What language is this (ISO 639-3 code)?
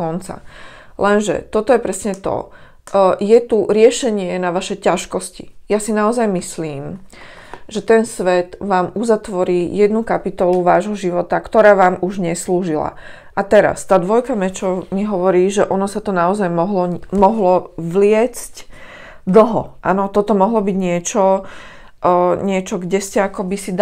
slk